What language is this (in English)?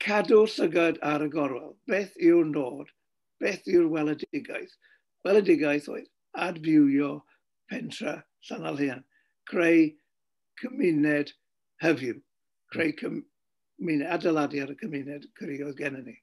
Welsh